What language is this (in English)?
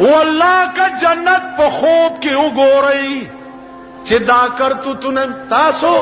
Pashto